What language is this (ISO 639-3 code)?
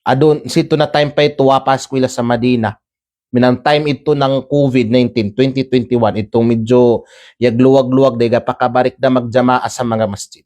kqe